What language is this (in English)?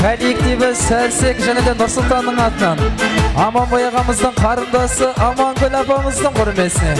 Kara-Kalpak